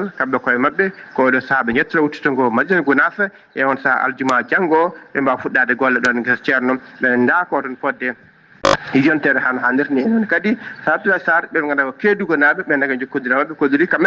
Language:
Fula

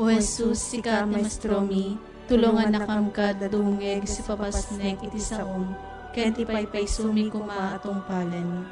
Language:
Iloko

